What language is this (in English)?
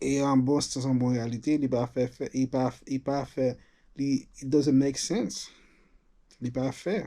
Haitian Creole